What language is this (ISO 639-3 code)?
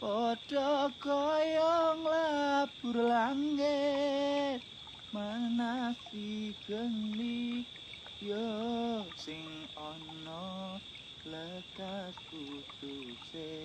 jav